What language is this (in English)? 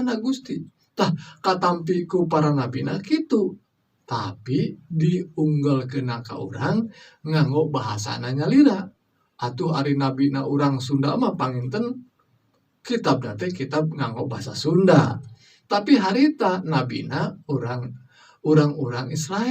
Sundanese